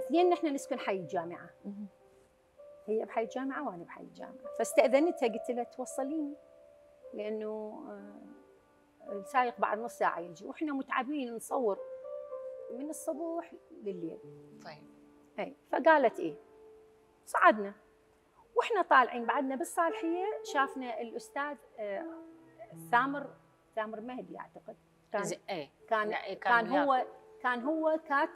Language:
Mesopotamian Arabic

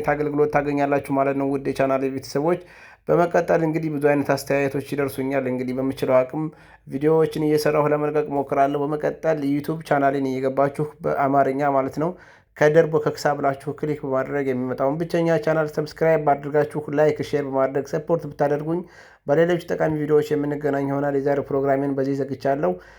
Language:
Amharic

